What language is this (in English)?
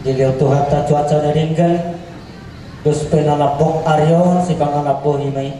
Batak Toba